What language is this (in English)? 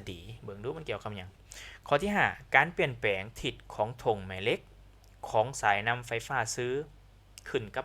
Lao